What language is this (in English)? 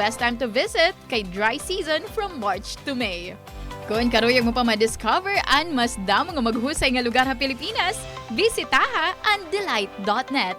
Waray